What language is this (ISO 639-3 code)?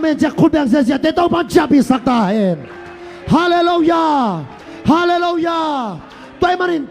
ctd